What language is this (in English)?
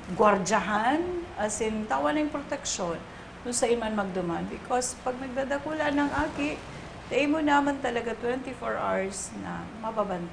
Bikol